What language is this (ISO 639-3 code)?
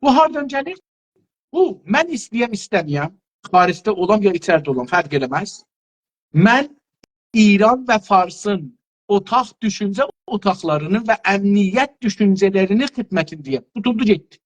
azb